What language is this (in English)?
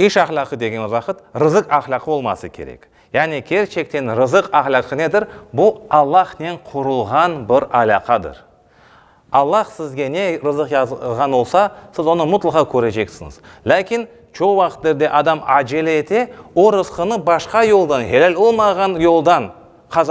Crimean Tatar